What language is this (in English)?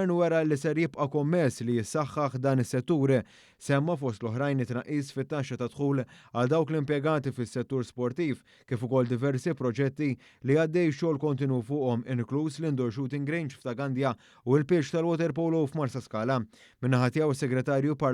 Maltese